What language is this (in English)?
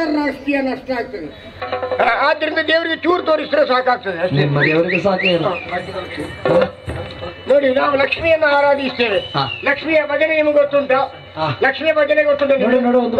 Kannada